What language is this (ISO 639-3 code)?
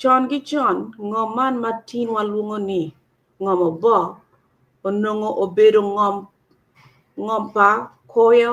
ach